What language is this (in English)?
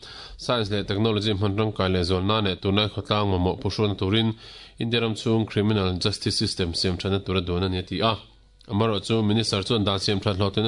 Mizo